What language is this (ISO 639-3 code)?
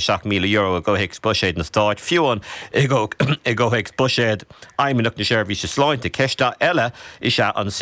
gle